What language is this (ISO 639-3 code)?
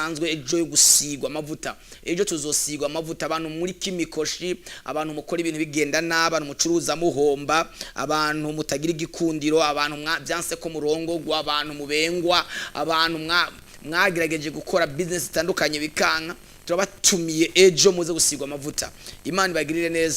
run